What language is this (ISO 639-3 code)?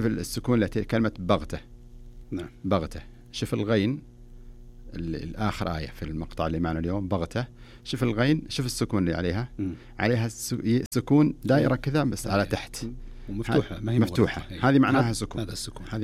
ars